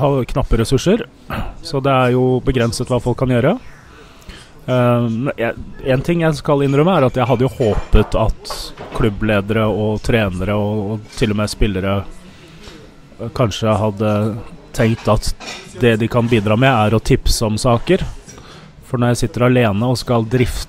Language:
Norwegian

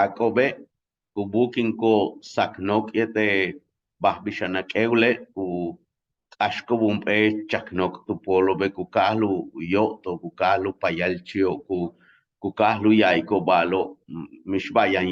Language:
Yucateco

